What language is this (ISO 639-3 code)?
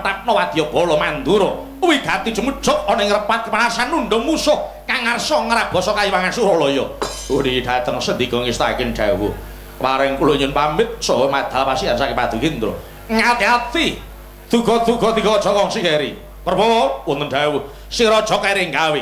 jav